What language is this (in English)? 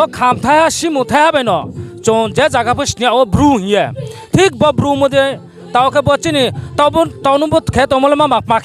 Riang (India)